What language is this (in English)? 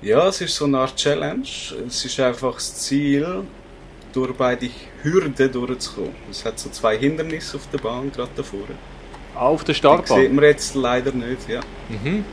Swiss German